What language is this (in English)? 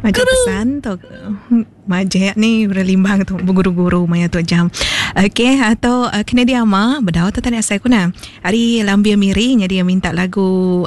Iban